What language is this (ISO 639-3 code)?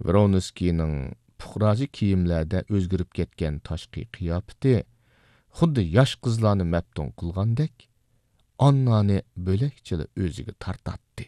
uig